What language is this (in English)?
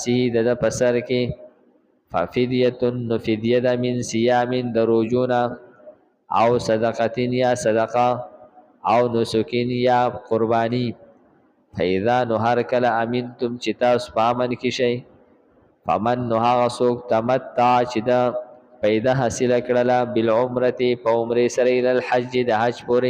Pashto